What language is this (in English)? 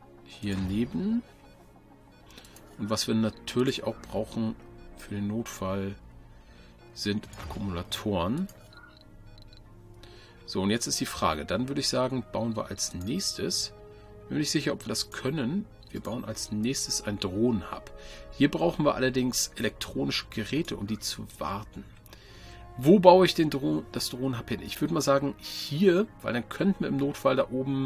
German